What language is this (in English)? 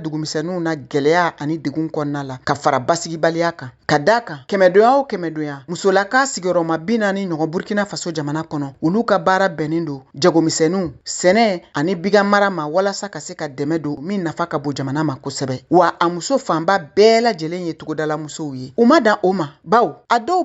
Bambara